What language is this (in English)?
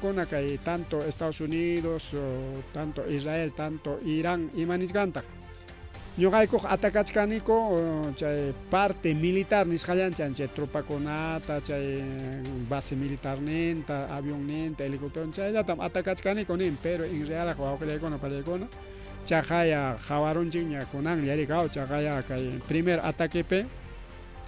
Ayacucho Quechua